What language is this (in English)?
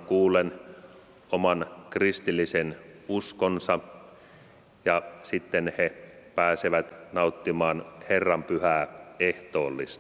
Finnish